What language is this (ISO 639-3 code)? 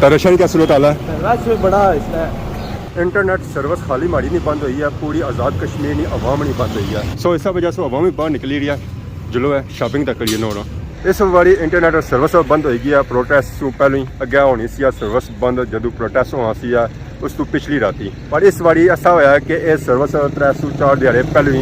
phr